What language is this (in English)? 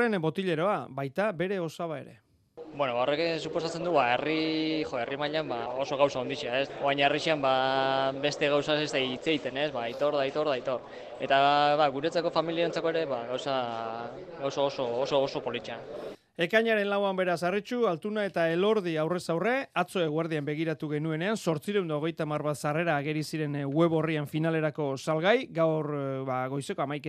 Basque